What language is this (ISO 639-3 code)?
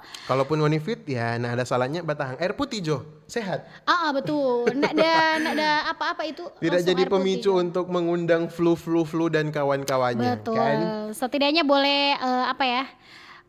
xmm